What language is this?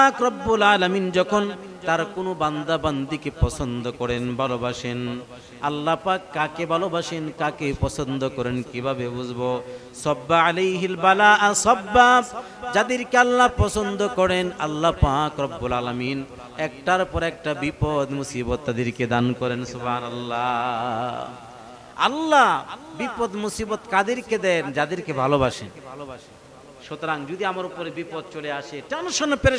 Bangla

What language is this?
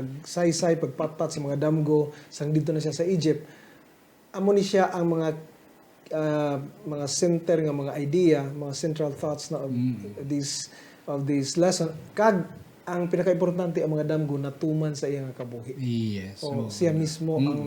Hiligaynon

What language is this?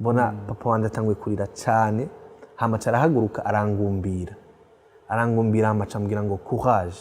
Rundi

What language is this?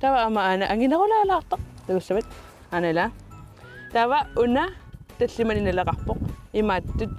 Kalaallisut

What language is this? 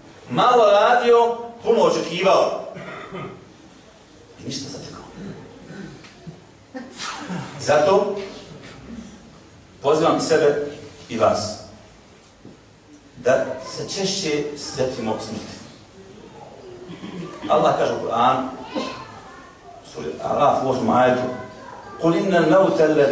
Bosnian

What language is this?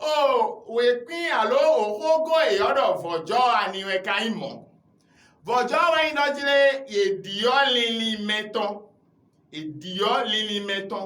Fon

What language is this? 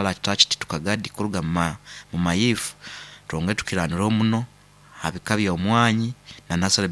Nyoro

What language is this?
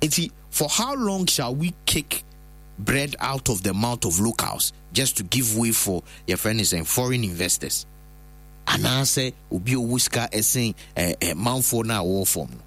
Akan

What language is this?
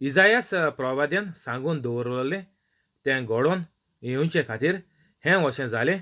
Konkani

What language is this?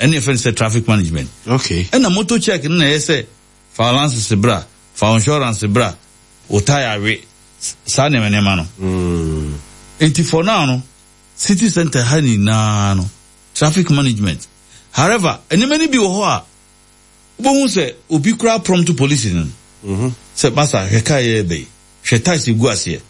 Akan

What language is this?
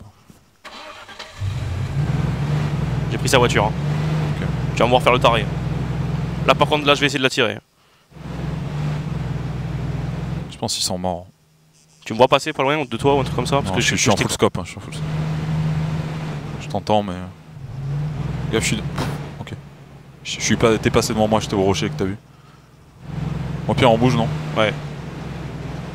French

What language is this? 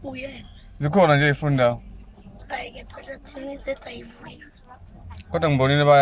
Zulu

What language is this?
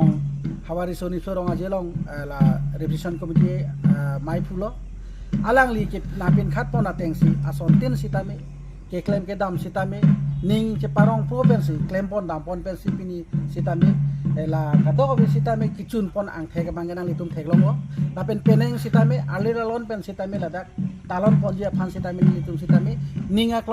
Karbi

